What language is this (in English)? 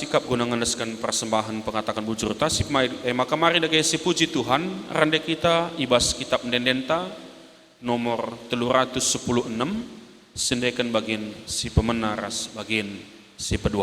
Batak Karo